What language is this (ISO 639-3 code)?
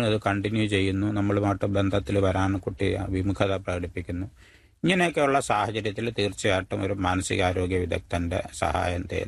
mal